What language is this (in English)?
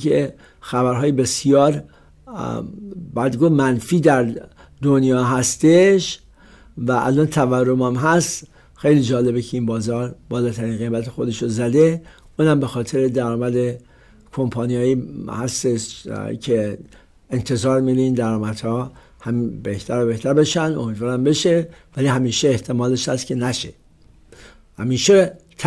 Persian